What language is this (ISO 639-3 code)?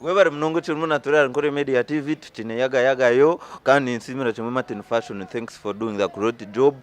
nyn